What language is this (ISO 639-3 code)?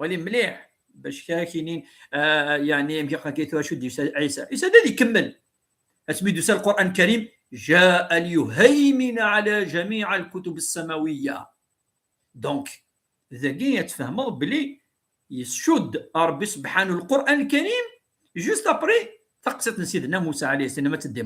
kab